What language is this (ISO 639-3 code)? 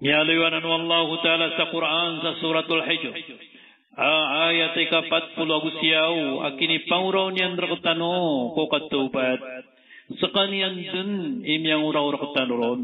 mrw